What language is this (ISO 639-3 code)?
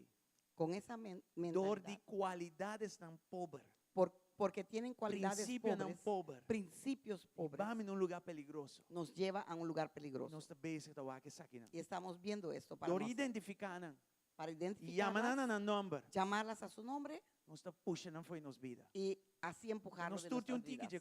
pap